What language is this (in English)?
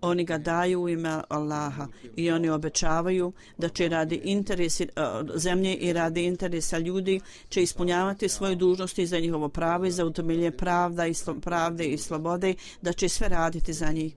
Bosnian